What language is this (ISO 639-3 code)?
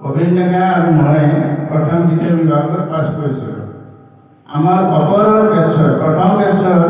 asm